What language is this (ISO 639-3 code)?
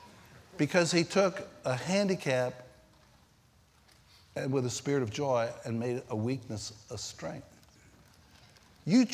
eng